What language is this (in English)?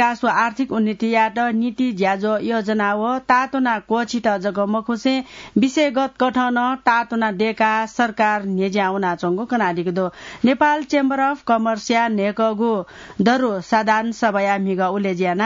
Newari